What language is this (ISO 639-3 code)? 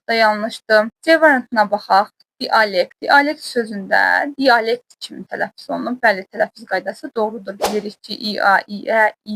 aze